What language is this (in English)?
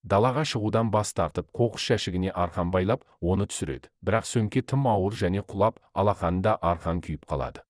Kazakh